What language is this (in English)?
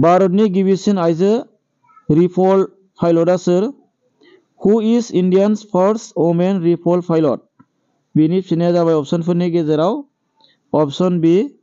Bodo